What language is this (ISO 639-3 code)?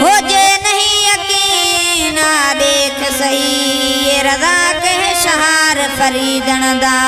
skr